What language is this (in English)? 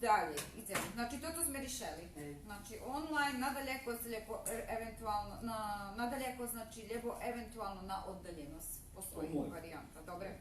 Rusyn